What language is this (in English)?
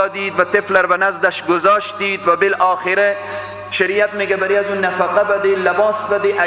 Persian